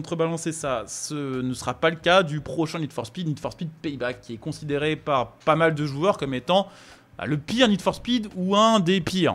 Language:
French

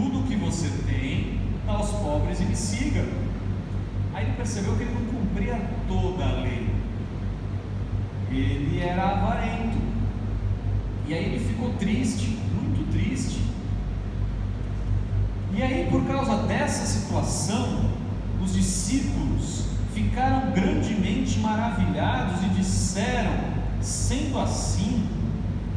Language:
Portuguese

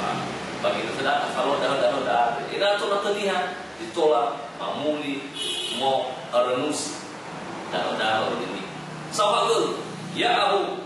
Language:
Nias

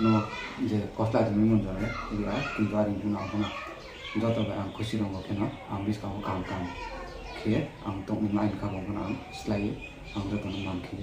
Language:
Riang (India)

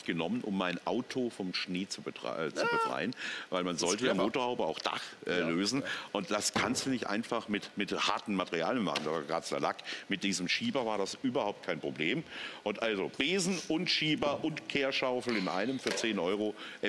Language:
German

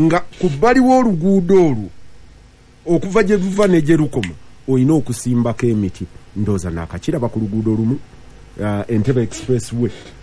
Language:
Ganda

